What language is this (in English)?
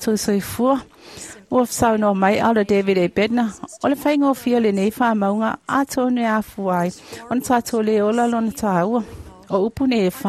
Samoan